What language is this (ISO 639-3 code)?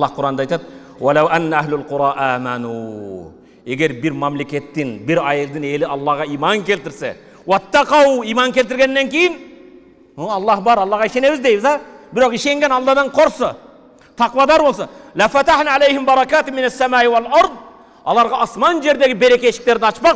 kir